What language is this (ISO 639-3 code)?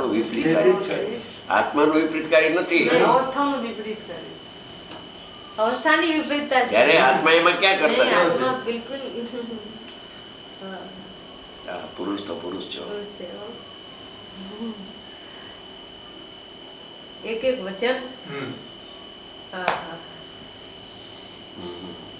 guj